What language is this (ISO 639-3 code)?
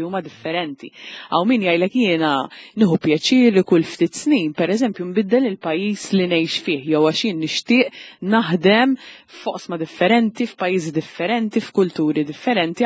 mlt